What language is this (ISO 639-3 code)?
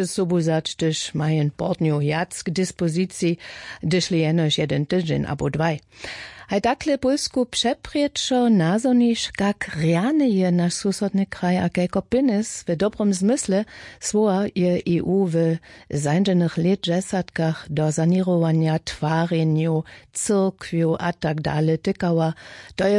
hsb